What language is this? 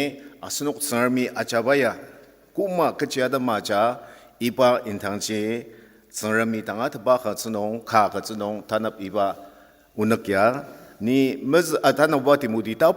Ao Naga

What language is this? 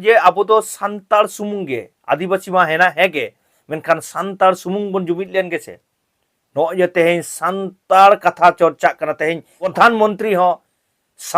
Santali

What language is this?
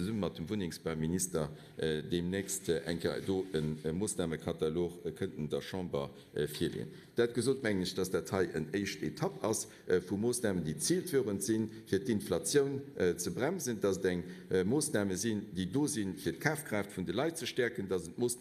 Luxembourgish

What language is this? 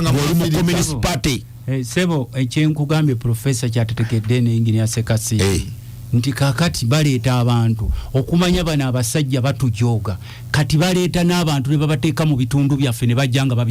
Ganda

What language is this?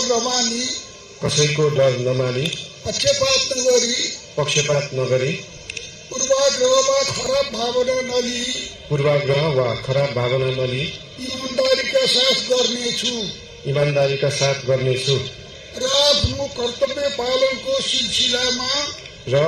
Nepali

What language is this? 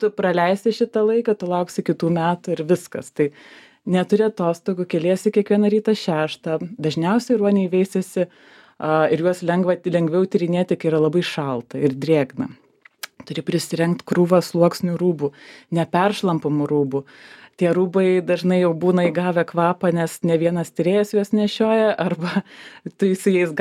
Lithuanian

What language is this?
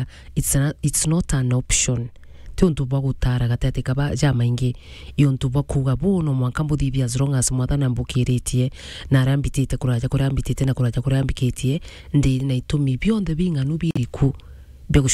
Meru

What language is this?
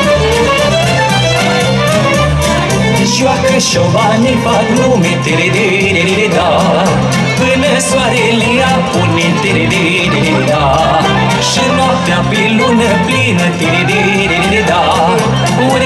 Romanian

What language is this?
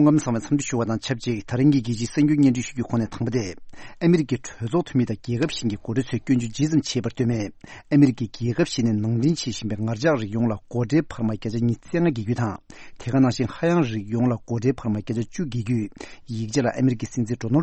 Tibetan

